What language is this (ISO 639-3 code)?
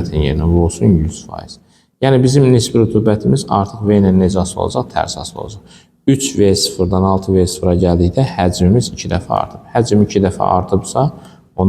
aze